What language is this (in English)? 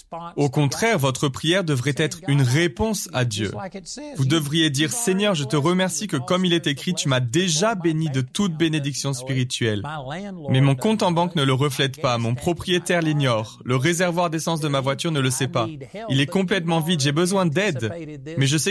French